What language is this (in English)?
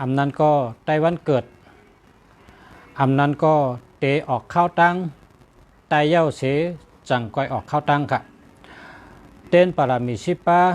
Shan